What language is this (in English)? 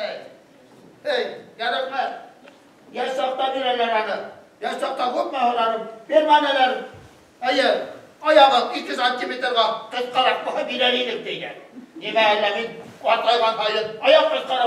Bashkir